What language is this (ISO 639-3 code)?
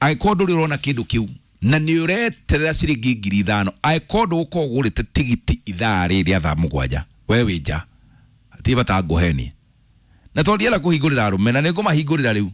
kik